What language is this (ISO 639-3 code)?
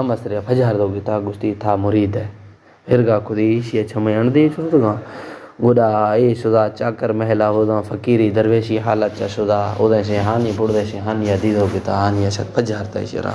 bal